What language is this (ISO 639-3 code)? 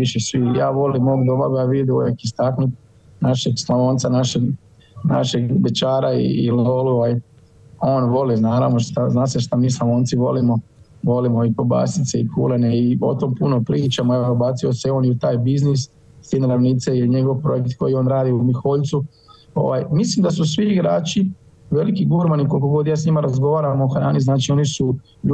hrv